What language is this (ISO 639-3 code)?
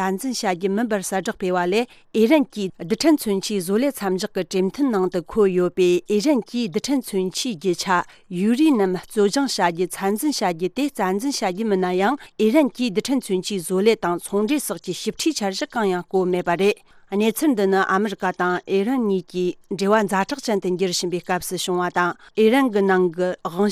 bod